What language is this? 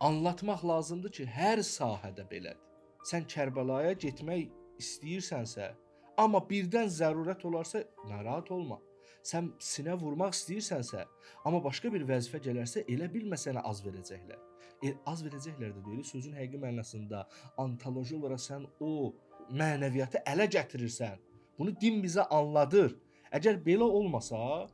Azerbaijani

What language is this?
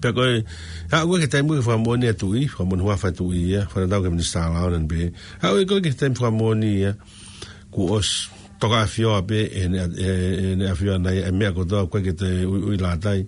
Tongan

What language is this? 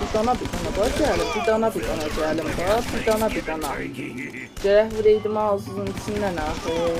South Azerbaijani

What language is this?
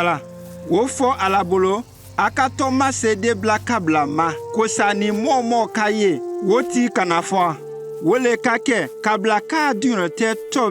Konyanka Maninka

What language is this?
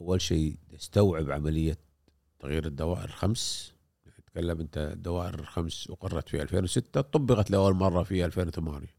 Gulf Arabic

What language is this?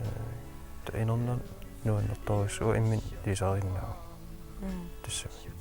Kalaallisut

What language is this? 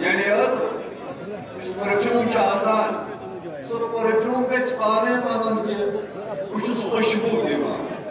Kashmiri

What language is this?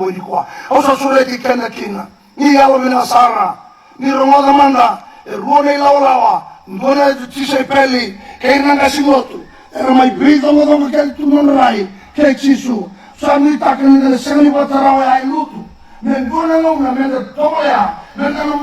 Fijian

